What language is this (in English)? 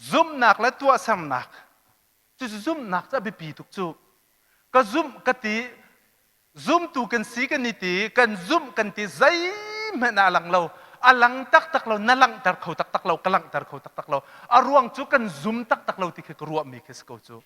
Hakha Chin